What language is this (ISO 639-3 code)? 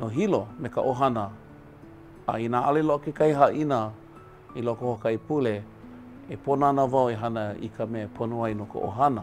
haw